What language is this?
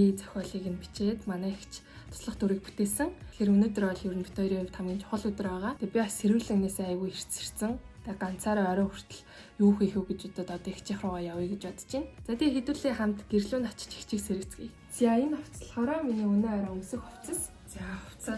Mongolian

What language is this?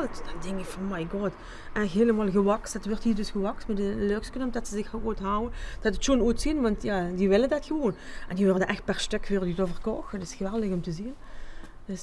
Limburgish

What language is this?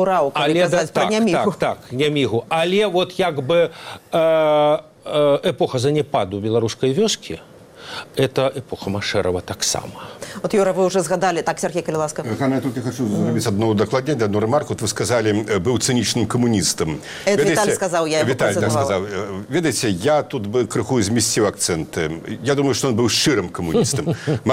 Belarusian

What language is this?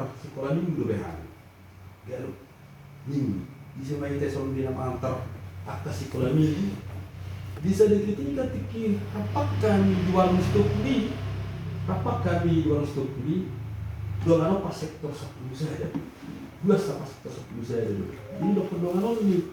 Batak Toba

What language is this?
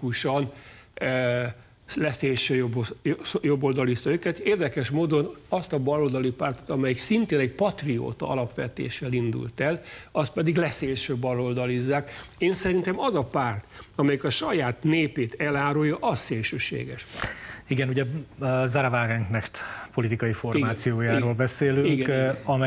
Hungarian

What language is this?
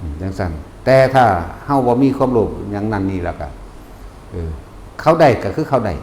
Northeastern Thai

